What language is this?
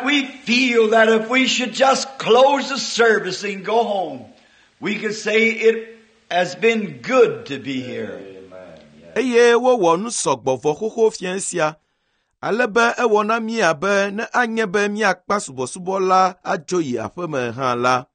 Ewe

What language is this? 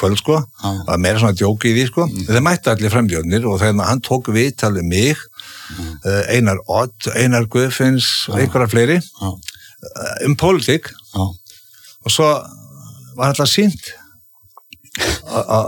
Icelandic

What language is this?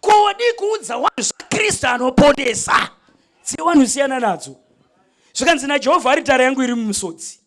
Shona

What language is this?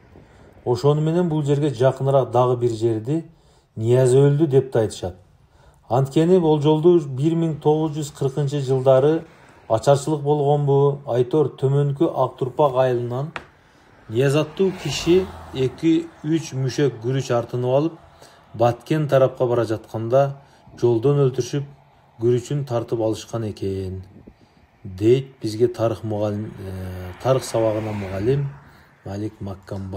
Kyrgyz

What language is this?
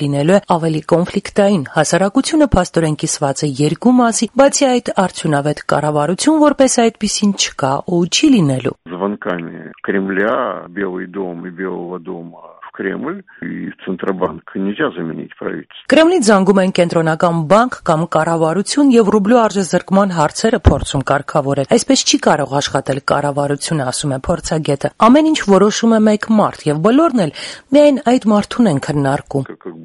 Armenian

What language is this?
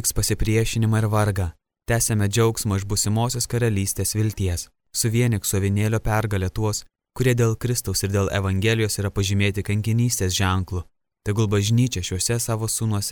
Lithuanian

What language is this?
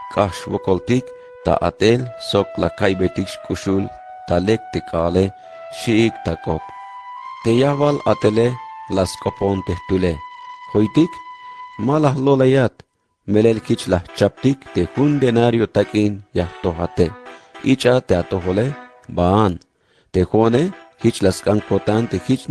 Tzeltal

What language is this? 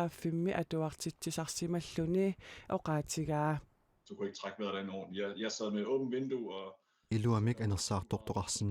Kalaallisut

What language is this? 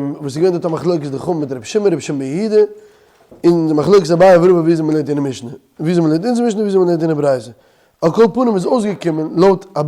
Yiddish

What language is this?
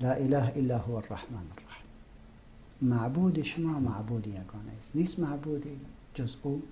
Persian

